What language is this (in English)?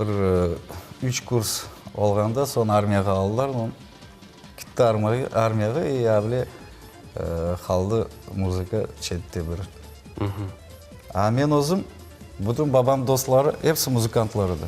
Crimean Tatar